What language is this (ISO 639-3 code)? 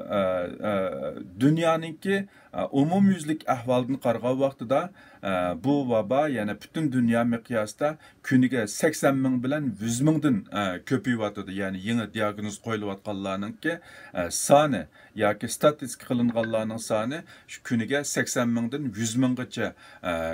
uig